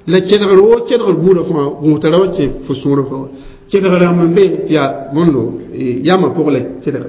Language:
Mossi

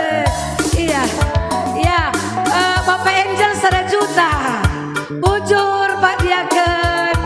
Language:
Batak Karo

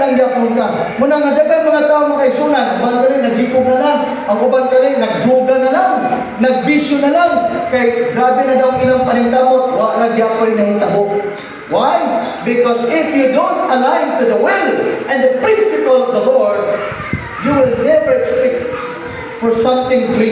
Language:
Cebuano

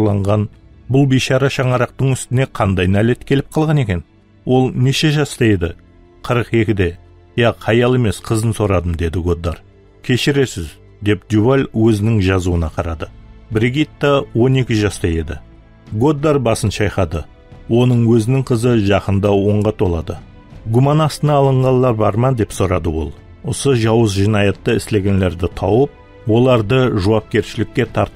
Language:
Kara-Kalpak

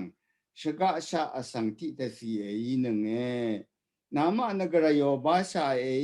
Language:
Rawang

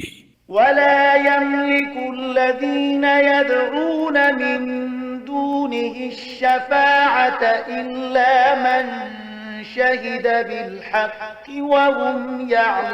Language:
Pashto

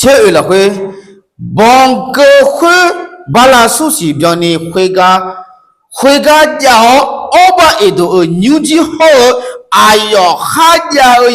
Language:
Akha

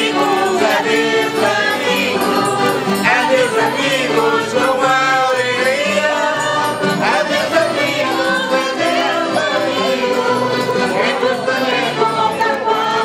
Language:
Portuguese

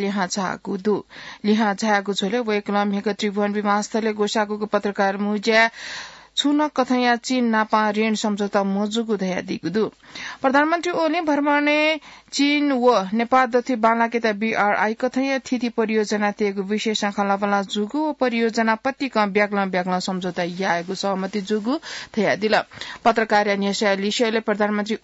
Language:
Newari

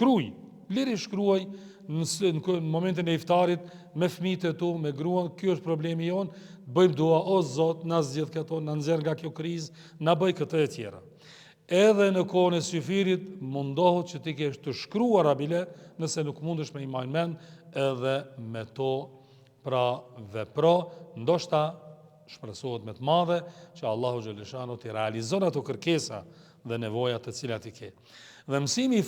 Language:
Albanian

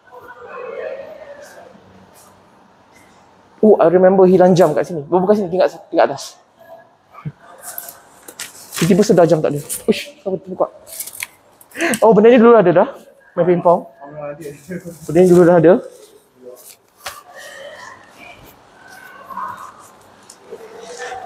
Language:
Malay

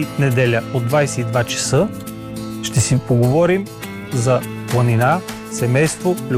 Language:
Bulgarian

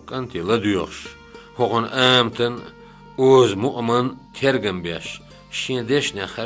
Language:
Chechen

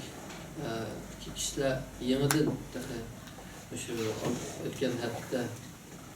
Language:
Uyghur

